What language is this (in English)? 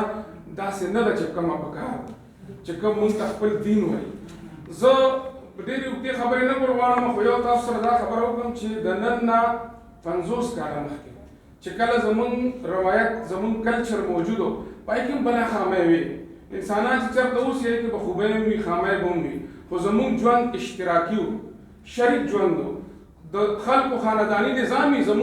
Pashto